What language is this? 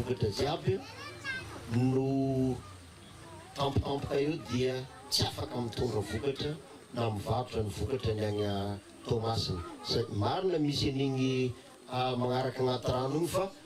Malagasy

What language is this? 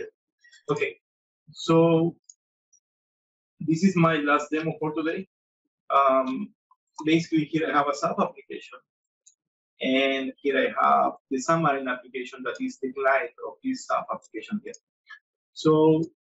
English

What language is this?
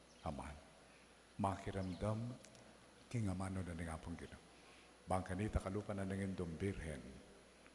Pampanga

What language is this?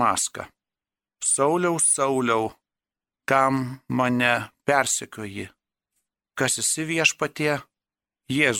Lithuanian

